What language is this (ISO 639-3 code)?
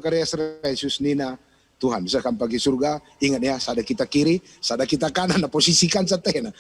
btx